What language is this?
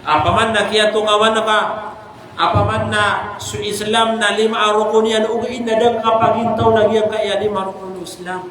Maranao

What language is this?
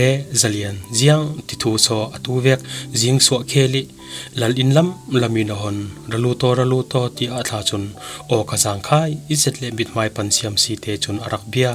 Falam Chin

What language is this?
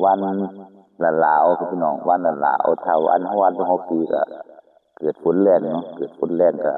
Northeastern Thai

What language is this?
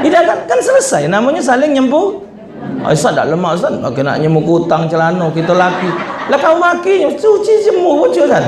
Musi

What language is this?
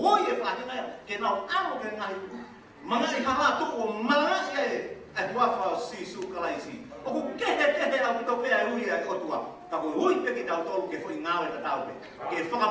Tongan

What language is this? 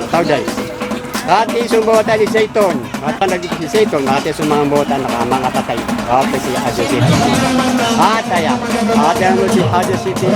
Maranao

